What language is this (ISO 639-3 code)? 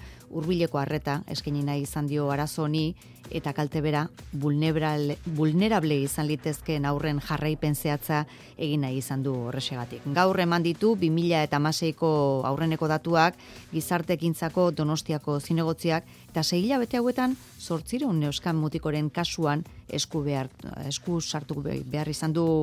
eus